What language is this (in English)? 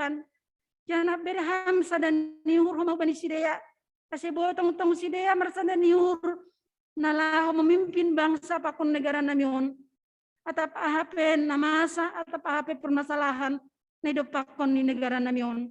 Batak Simalungun